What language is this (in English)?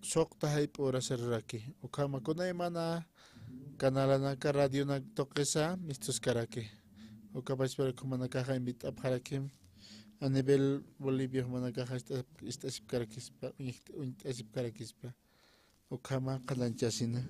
Aymara